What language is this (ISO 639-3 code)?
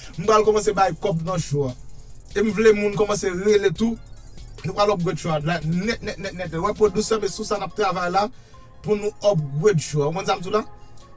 hat